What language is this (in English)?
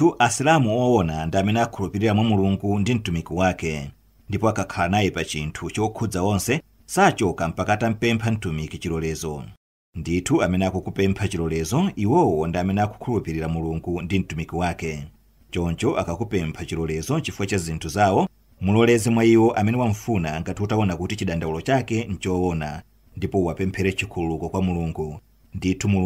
Nyanja